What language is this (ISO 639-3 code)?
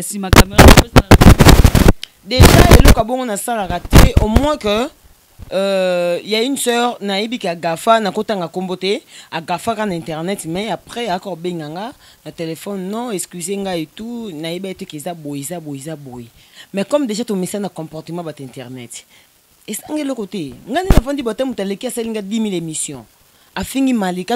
lin